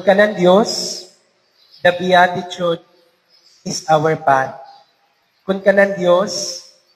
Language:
Waray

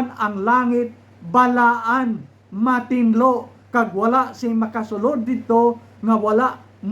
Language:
Hiligaynon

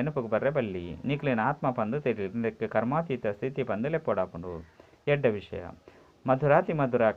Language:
Tulu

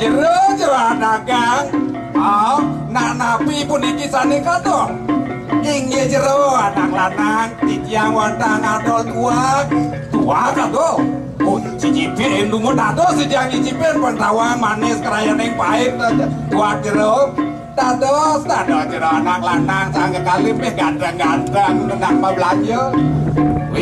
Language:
Balinese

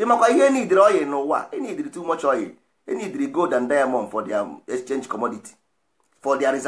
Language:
Igbo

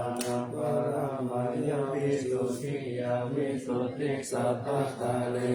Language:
Pali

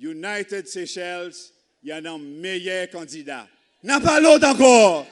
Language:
Seselwa Creole French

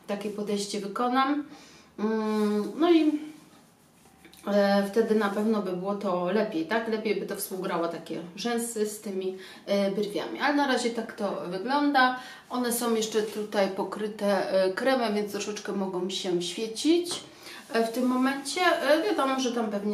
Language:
Polish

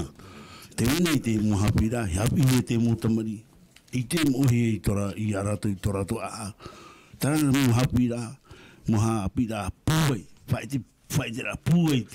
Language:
Tahitian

